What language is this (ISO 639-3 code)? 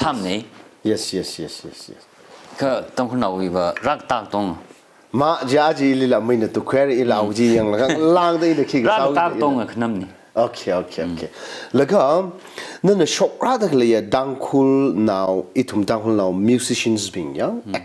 nmf